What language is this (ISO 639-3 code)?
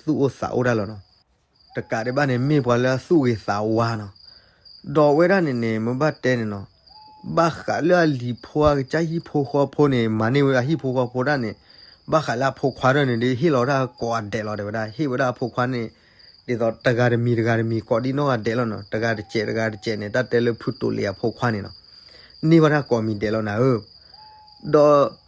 ksw